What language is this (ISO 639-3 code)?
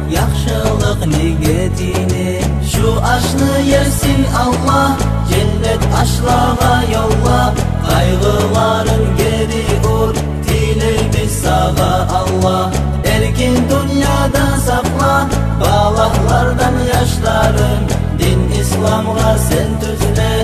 kum